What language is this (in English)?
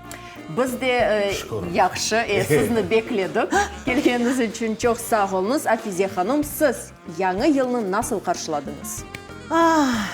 Crimean Tatar